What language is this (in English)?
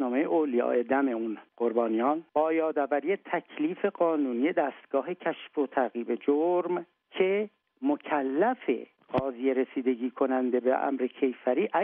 Persian